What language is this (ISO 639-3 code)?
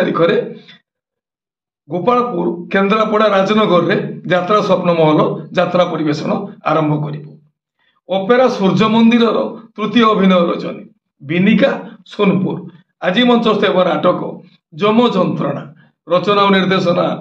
ori